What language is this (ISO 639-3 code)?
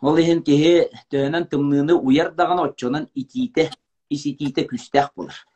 sah